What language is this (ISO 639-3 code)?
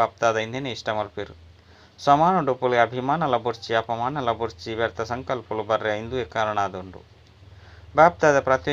tcy